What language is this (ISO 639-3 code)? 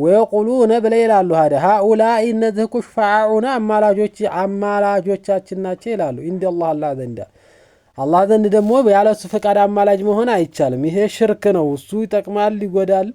amh